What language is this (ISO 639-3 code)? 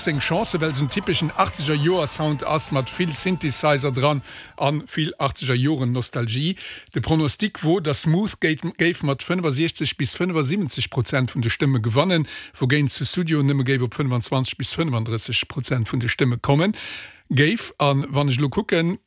ltz